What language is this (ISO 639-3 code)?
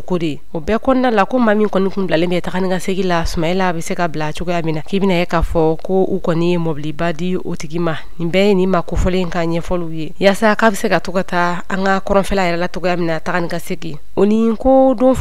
bam